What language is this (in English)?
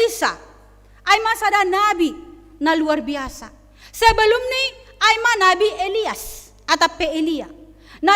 Batak Simalungun